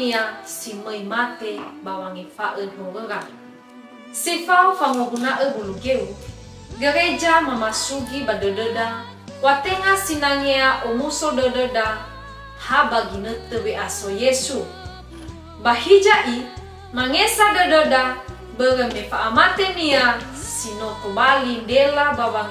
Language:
Nias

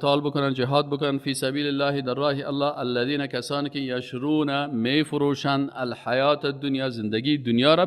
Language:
Persian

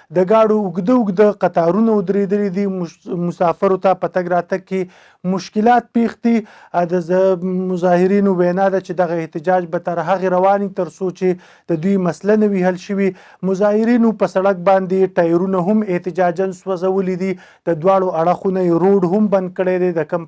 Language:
Pashto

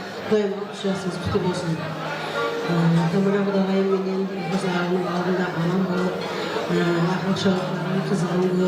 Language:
Kara-Kalpak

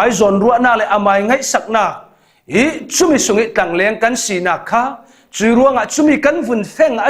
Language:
Falam Chin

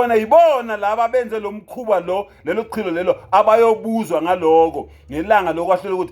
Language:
Zulu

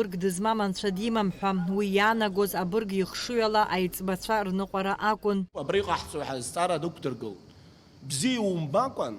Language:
Abkhazian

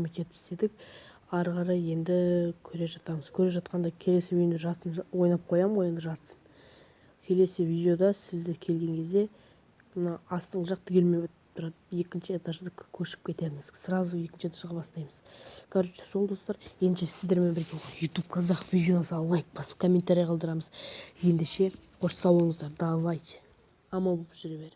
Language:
Kazakh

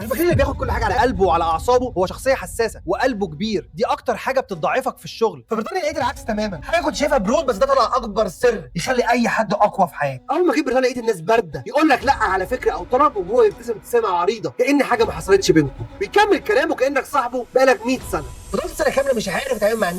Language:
Egyptian Arabic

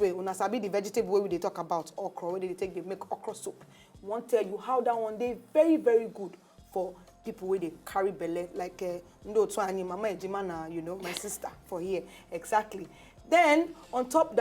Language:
Nigerian Pidgin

